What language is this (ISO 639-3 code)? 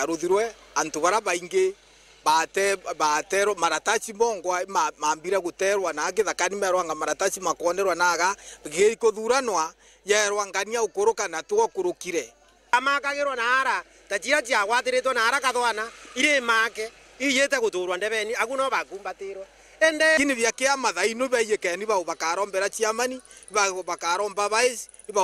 mer